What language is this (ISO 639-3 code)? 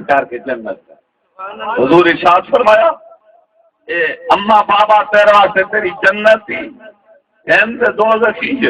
skr